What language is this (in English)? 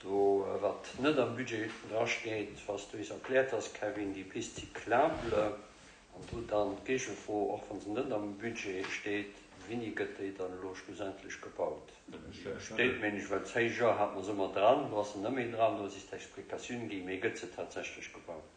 Luxembourgish